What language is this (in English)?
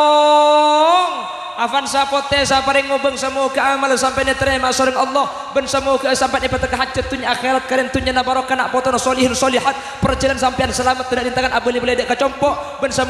Madurese